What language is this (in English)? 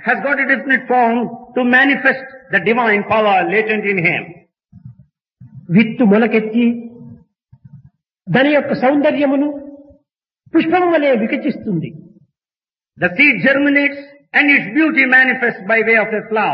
Telugu